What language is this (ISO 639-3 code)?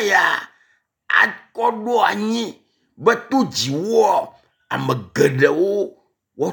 ewe